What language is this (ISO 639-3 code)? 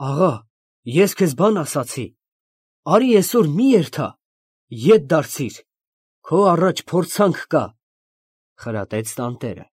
hye